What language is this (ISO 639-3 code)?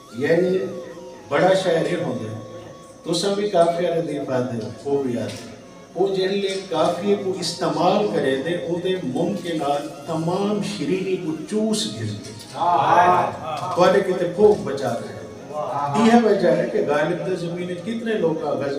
skr